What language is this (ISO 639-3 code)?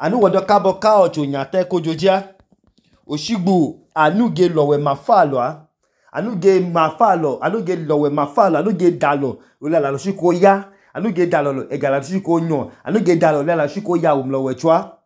idu